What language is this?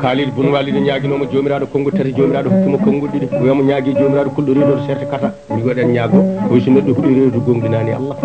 Fula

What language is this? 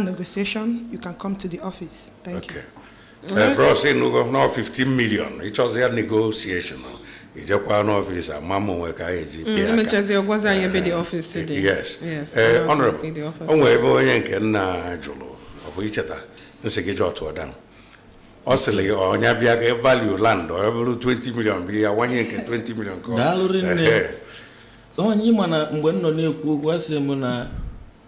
Igbo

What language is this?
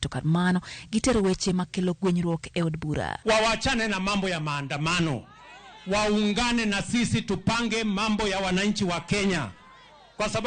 Luo (Kenya and Tanzania)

